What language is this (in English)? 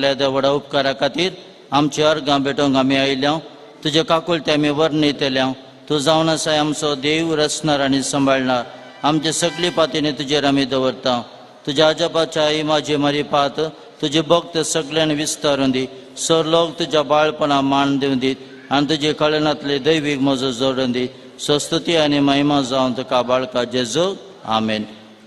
Konkani